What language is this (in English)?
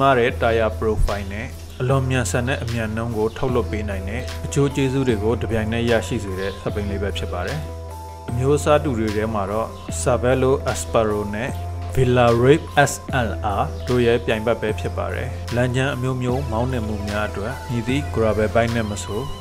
Burmese